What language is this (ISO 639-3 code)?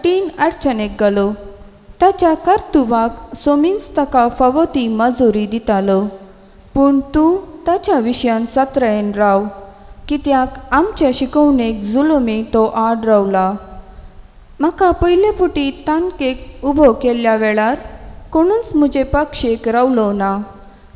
kok